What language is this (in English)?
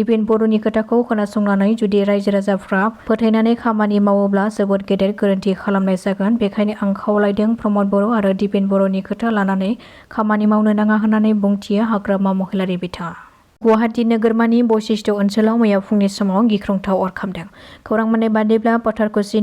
Bodo